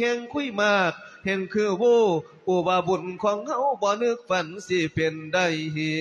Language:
Lao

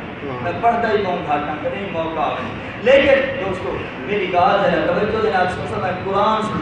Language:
Saraiki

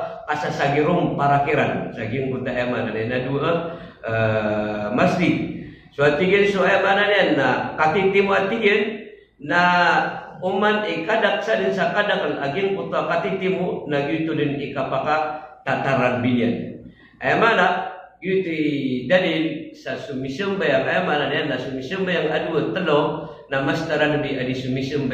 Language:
Maranao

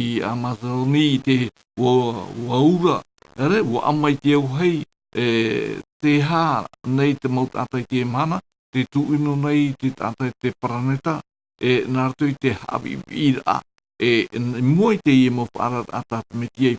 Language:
Tahitian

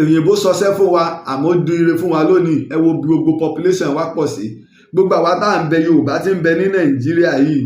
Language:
Yoruba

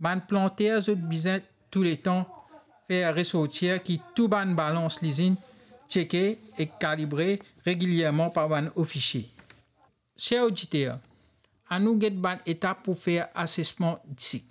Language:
Morisyen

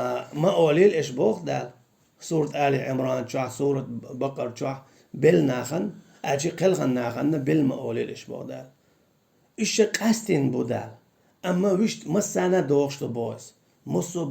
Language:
Chechen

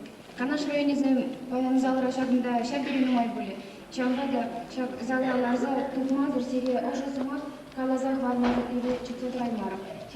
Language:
Chuvash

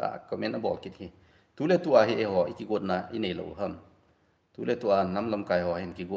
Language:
Thado Chin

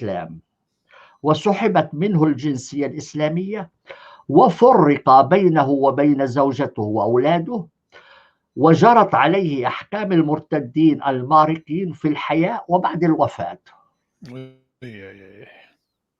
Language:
North Levantine Arabic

